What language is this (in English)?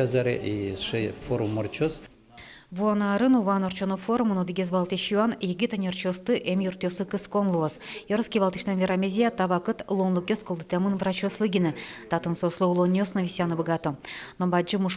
Udmurt